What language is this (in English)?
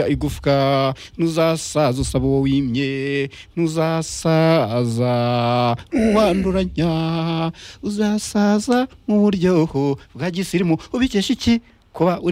Kinyarwanda